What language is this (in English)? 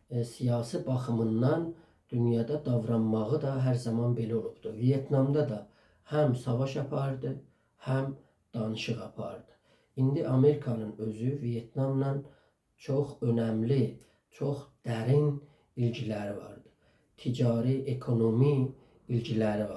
South Azerbaijani